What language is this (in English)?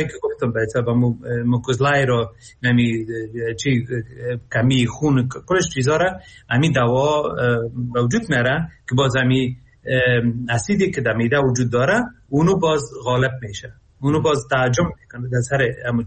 Persian